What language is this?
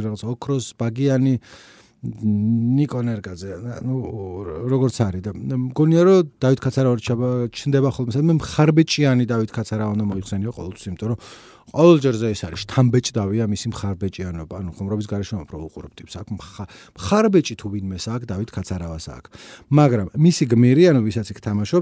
Georgian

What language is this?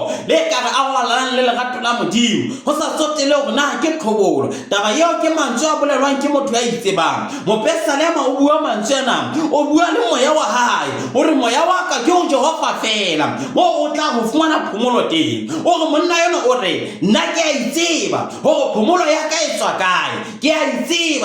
Southern Sotho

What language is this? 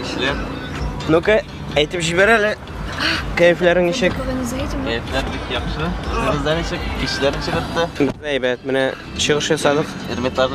Tatar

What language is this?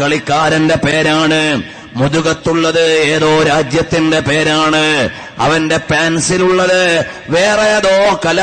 Malayalam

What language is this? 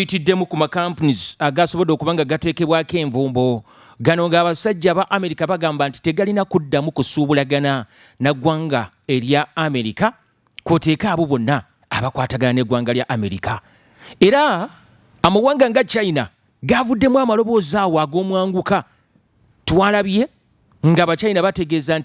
Ganda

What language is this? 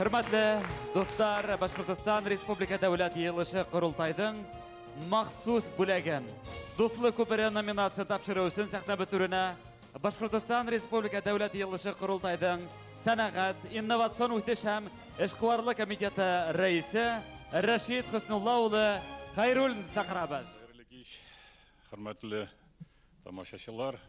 Bashkir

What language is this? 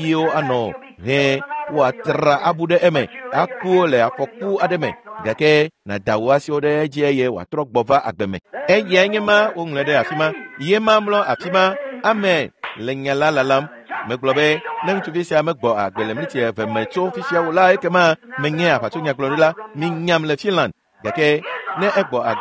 Ewe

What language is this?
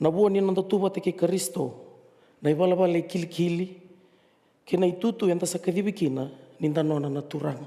Fijian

